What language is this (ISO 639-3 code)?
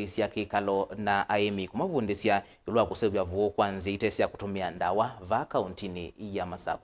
kam